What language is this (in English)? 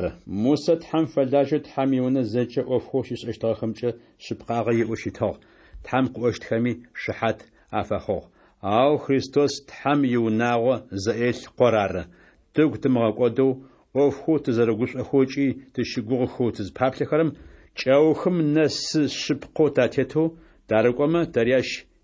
Adyghe